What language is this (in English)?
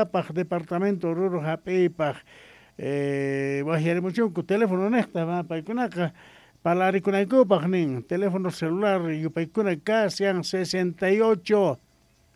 South Bolivian Quechua